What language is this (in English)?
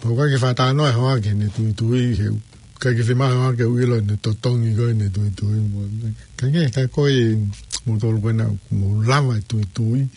Tongan